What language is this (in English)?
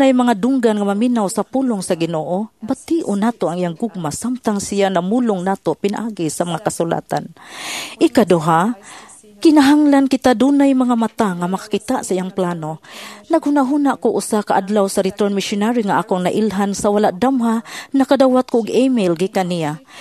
Cebuano